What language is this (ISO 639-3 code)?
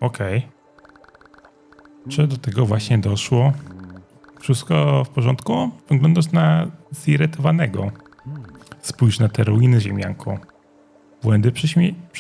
pol